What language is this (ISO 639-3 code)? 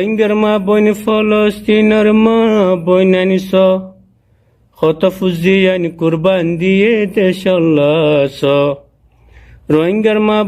rhg